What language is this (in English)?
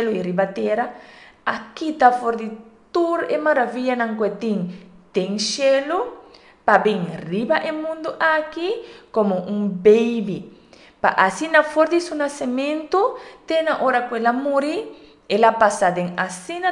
Papiamento